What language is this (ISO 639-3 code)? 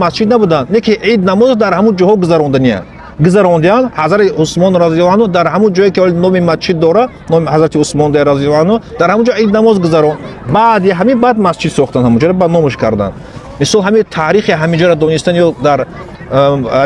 tgk